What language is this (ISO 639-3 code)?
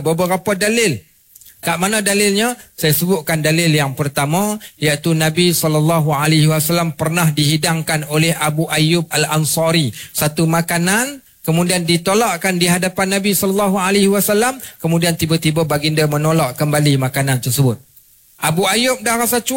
msa